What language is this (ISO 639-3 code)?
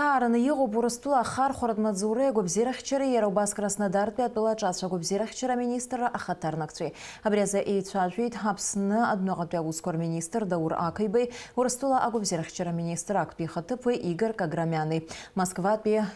abk